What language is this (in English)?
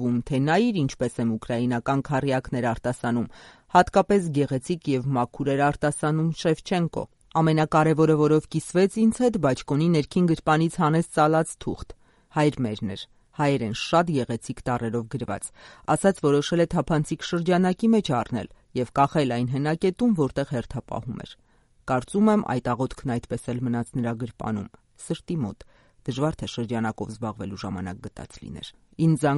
Armenian